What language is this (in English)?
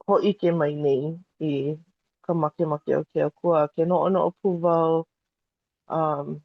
Hawaiian